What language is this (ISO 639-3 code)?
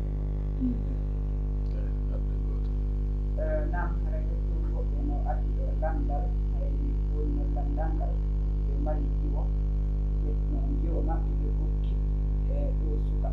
fuf